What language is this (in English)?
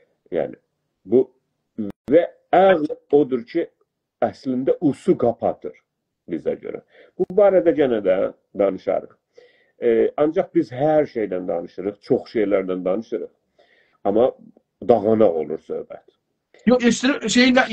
South Azerbaijani